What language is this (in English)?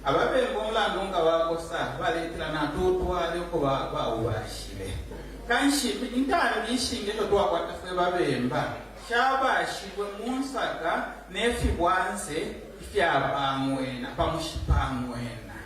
Bemba